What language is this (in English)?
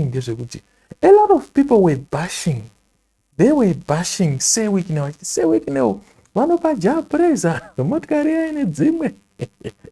Shona